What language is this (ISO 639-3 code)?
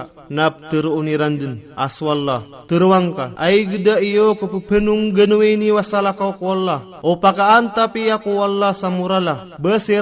mrw